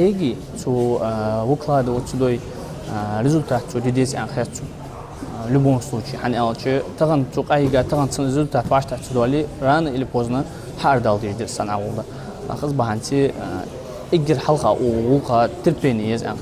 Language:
Ingush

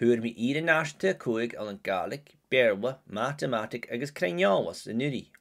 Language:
Scottish Gaelic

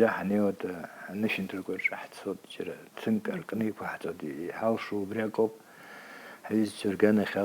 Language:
Abkhazian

